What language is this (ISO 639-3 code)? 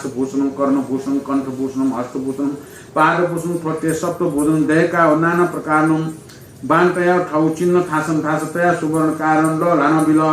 new